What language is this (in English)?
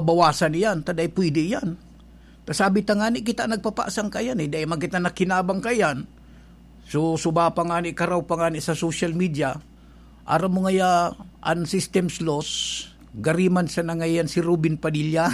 Bikol